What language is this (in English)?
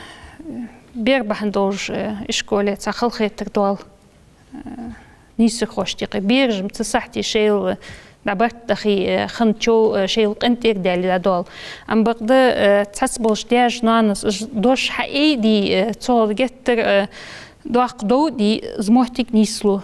Ingush